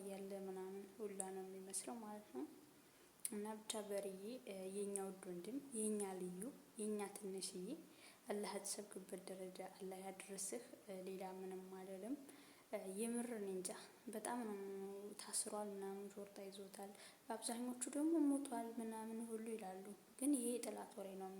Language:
Amharic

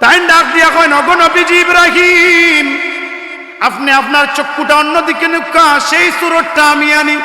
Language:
Sylheti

